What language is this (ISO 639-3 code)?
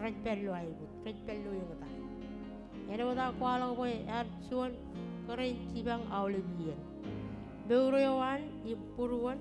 mah